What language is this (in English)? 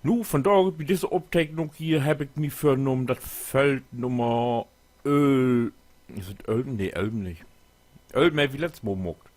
Low German